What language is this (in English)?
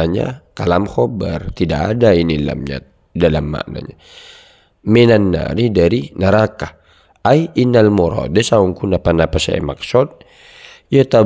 Madurese